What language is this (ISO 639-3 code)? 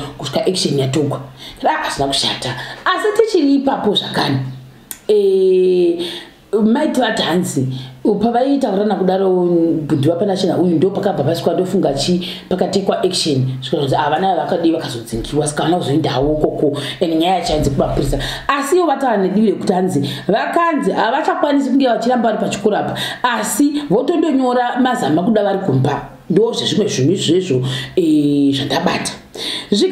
sna